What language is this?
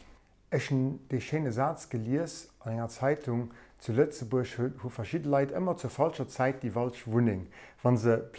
Luxembourgish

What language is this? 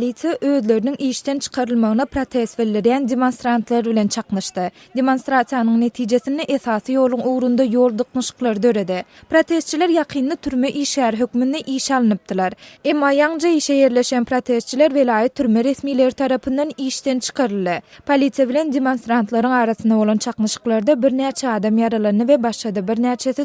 Turkmen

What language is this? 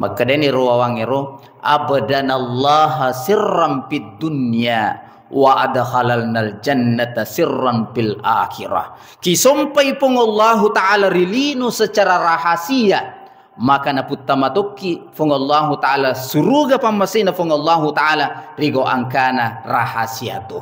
Buginese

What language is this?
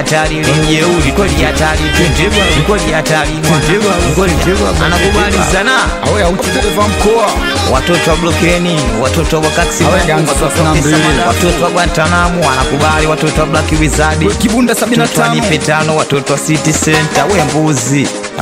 Swahili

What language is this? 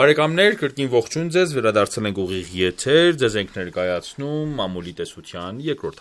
Armenian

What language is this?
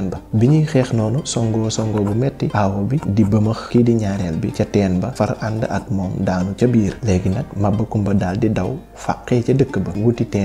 Wolof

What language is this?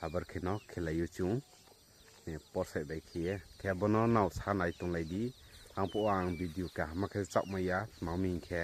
Riang (India)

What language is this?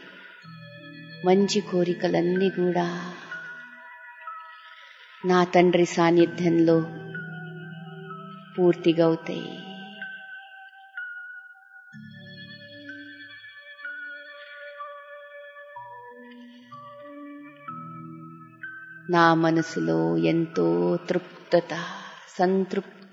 Telugu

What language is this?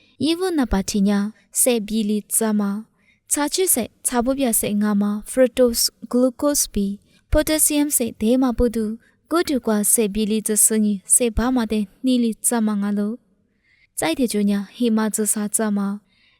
Lisu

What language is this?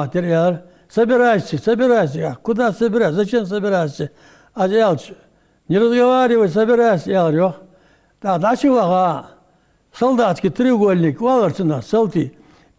Ingush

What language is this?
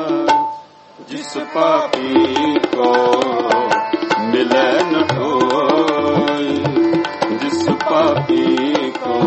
Hindi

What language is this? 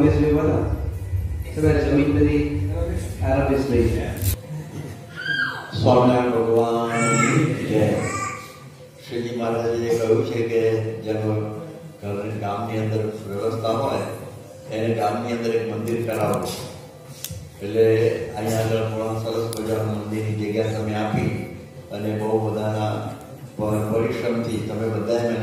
Gujarati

